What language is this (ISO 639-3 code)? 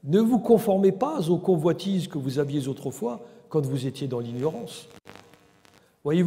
fra